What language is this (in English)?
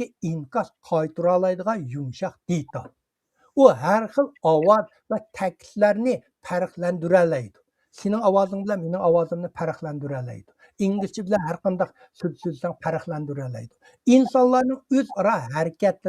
Uyghur